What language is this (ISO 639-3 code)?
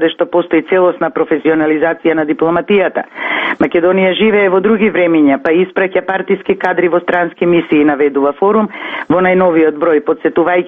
mkd